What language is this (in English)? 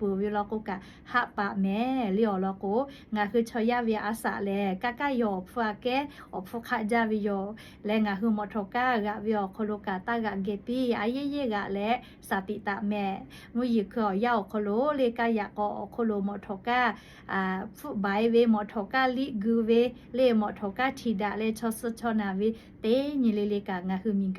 Lahu